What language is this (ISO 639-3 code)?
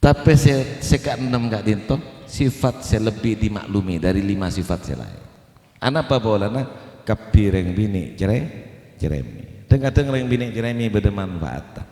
mad